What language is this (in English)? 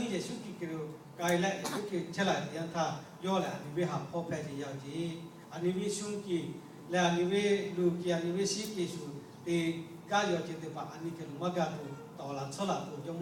Lahu